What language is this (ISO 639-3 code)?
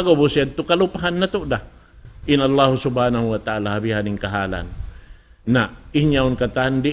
tsg